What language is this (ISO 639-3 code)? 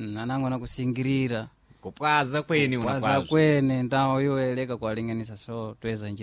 seh